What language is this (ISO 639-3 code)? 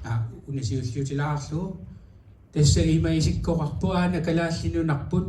kal